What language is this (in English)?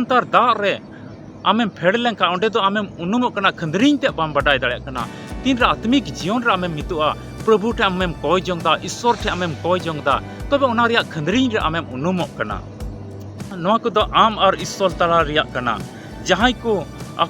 Santali